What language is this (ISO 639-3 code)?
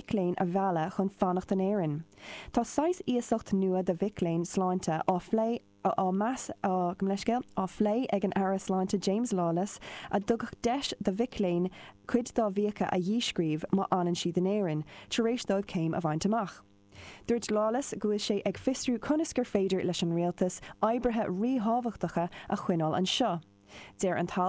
gle